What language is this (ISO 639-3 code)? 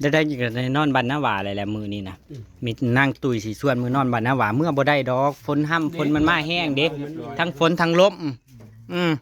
tts